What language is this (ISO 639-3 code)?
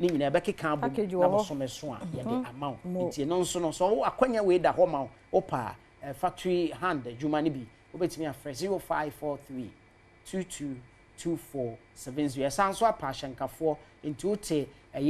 aka